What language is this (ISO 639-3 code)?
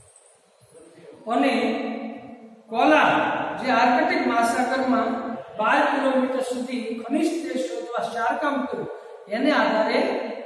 guj